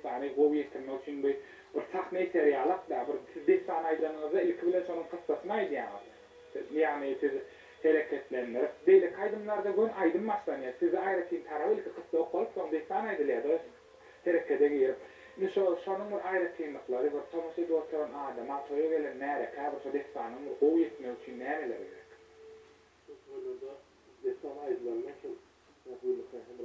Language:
Turkmen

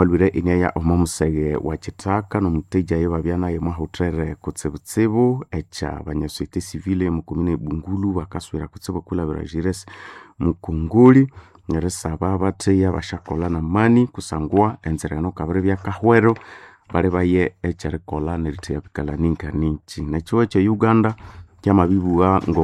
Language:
Nande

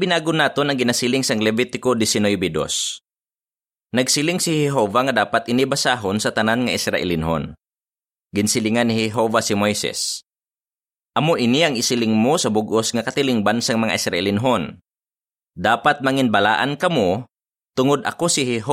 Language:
Hiligaynon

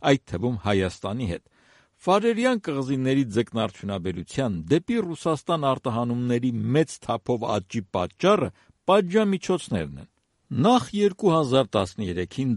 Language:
Armenian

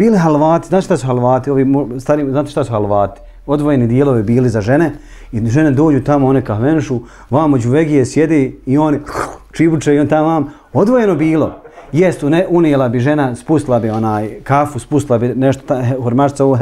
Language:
Bosnian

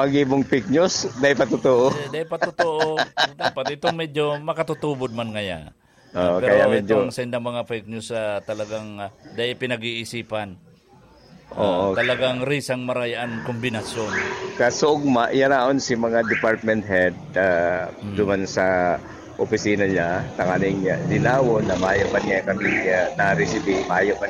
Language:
Bikol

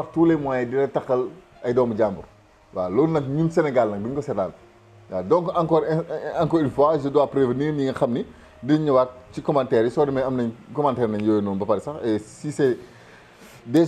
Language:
Wolof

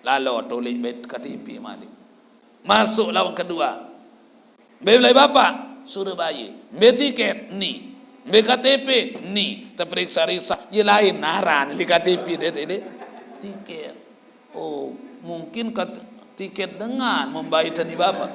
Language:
Sasak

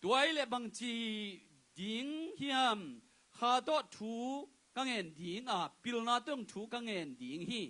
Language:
Tedim Chin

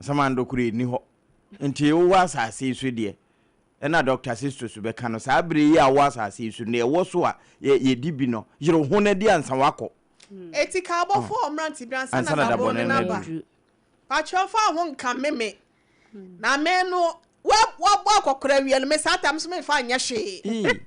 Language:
Akan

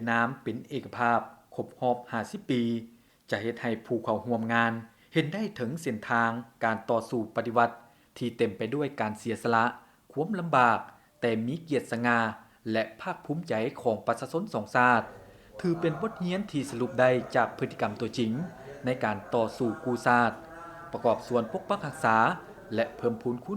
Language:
Lao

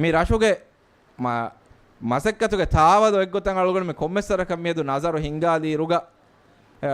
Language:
Divehi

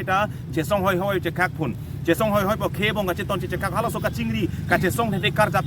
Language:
Karbi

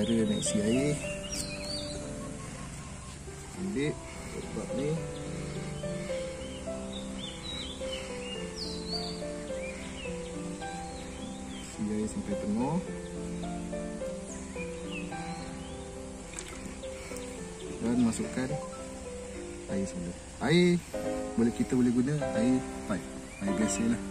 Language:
Malay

